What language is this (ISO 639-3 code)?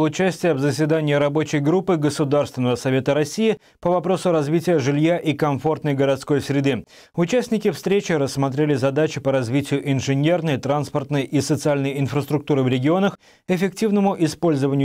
rus